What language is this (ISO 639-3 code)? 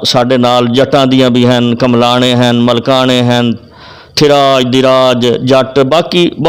lah